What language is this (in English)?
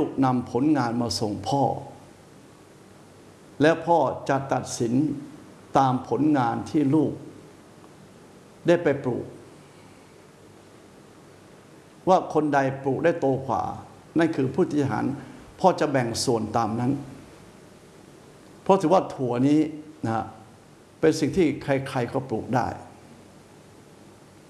Thai